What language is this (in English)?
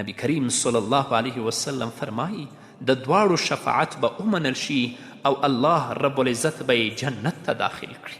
Pashto